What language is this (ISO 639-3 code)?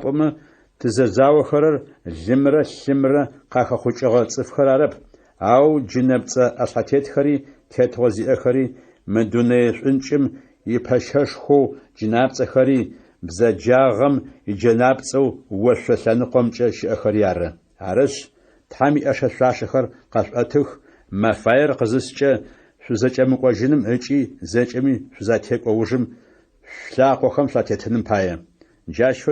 ady